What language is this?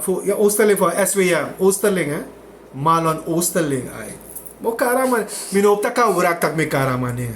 Sranan Tongo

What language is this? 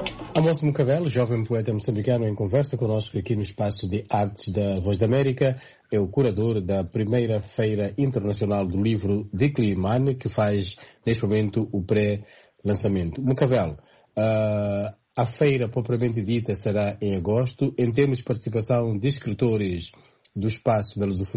Portuguese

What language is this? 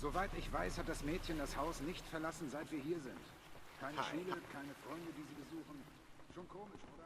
Swiss German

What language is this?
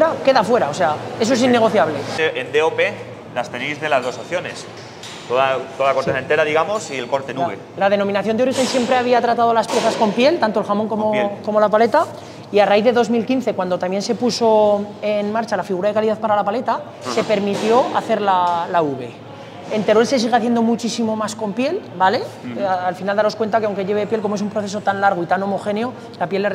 Spanish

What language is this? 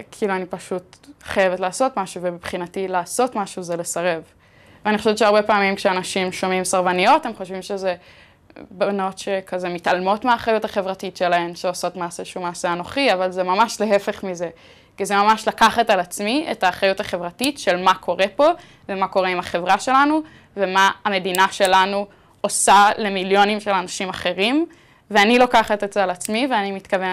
Hebrew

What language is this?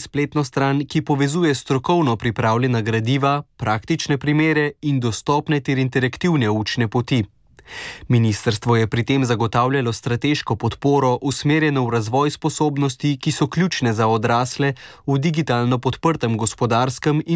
Slovenian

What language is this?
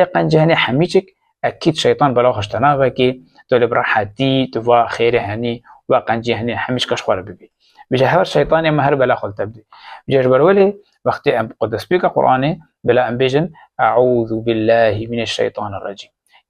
Kurdish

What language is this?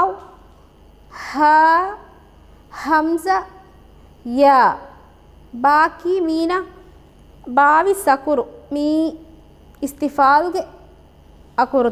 Divehi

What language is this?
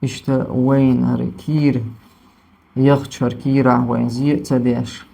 Chechen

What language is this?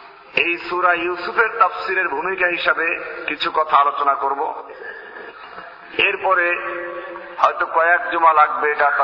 Bangla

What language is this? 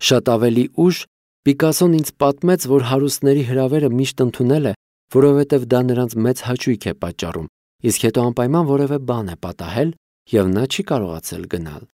Armenian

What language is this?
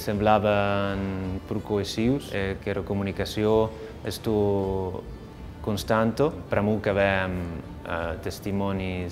Occitan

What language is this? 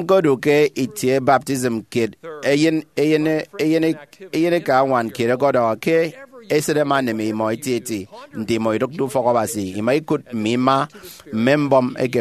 Efik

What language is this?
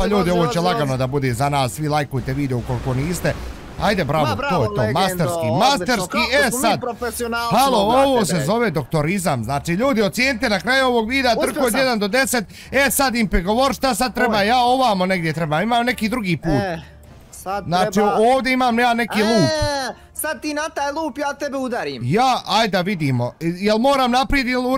Bosnian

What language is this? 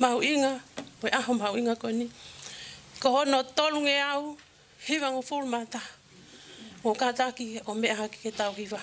Tongan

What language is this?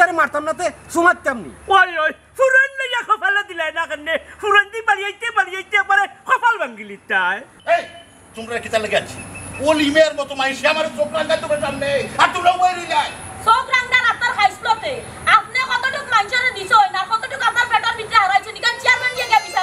Sylheti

